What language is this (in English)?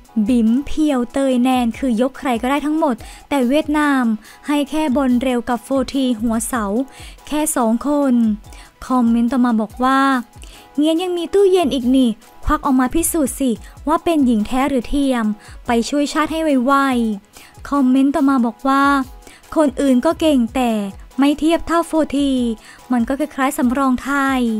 Thai